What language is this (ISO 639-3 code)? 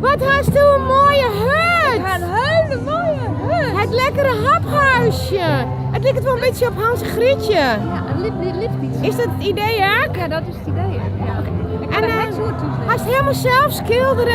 fry